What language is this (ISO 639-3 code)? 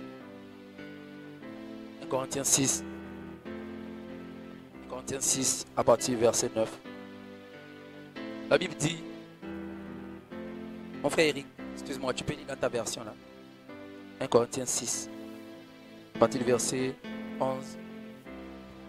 fra